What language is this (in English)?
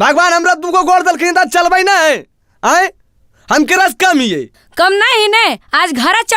Magahi